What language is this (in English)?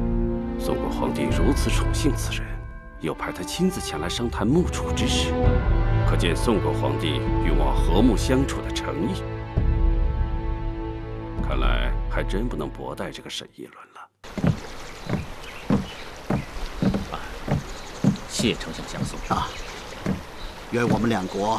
Chinese